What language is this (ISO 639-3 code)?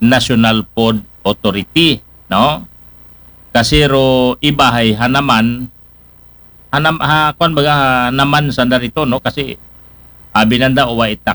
akl